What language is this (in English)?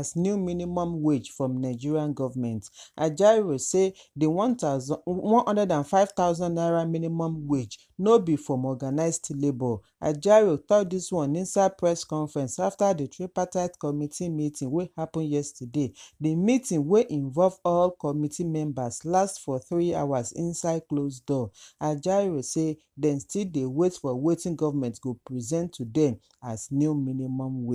Nigerian Pidgin